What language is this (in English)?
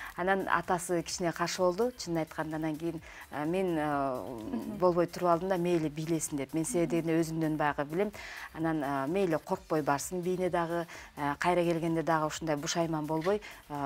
Kyrgyz